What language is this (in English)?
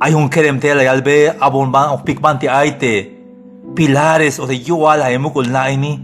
Tzeltal